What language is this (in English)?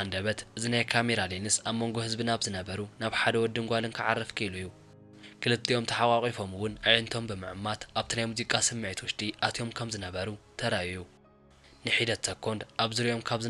Tigrinya